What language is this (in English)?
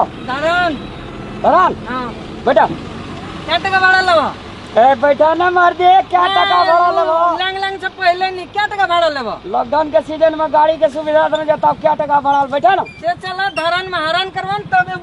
Maithili